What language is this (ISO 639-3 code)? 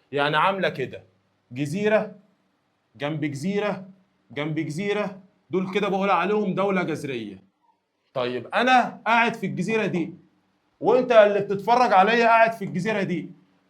arz